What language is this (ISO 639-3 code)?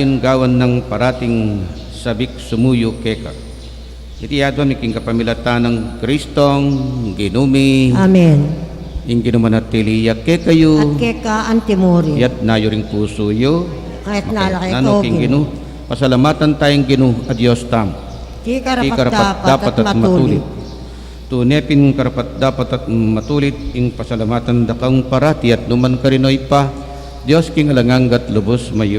pam